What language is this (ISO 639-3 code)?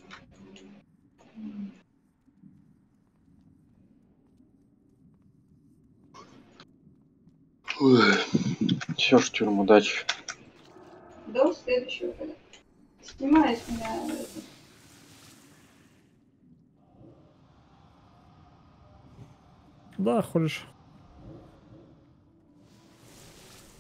rus